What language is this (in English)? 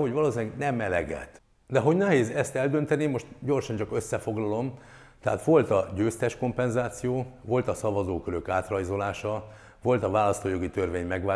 Hungarian